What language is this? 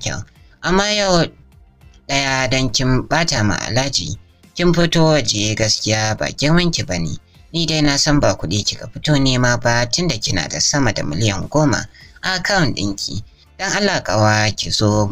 Hausa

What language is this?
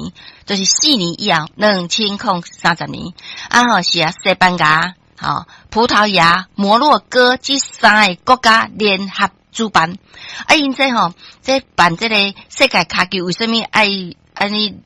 Min Nan Chinese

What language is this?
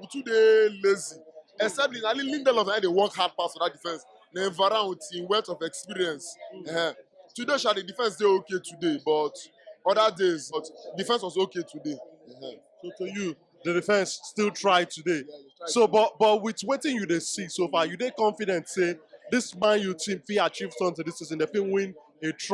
Nigerian Pidgin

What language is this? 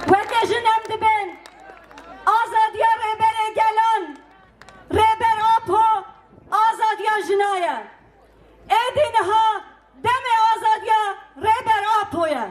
Kurdish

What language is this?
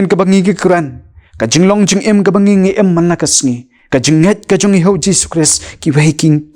Khasi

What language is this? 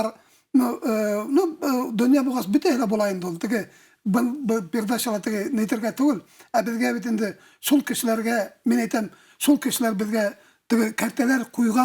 Bashkir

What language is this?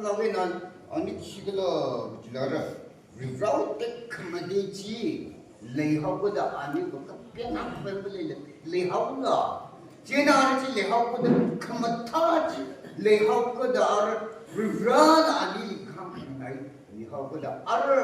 Tangkhul Naga (India)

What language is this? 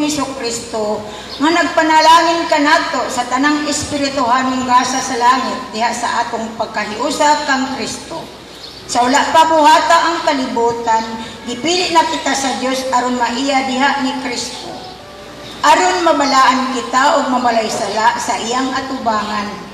Cebuano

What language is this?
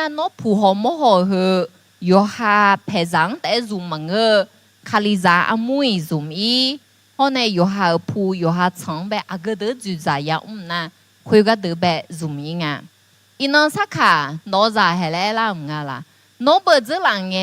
Akha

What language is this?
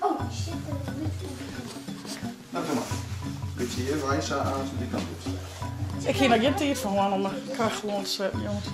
Western Frisian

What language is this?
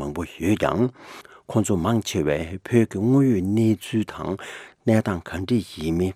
Tibetan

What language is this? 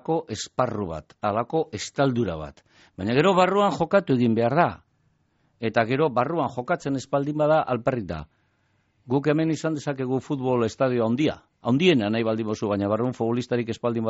Basque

